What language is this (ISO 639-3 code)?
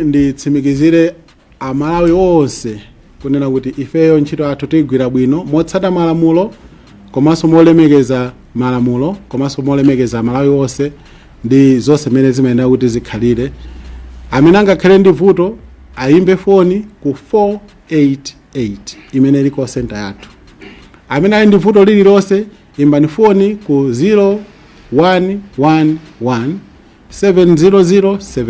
nya